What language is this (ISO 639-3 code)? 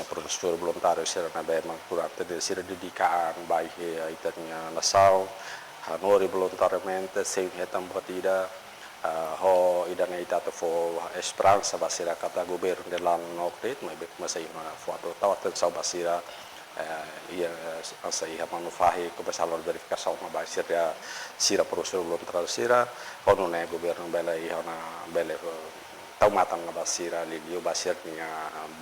tet